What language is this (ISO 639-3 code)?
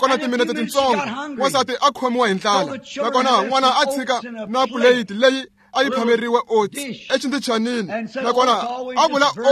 tso